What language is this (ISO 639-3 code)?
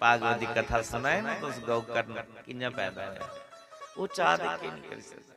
doi